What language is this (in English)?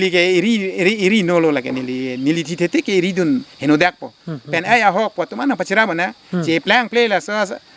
Karbi